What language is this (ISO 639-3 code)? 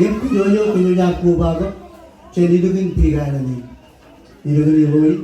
mah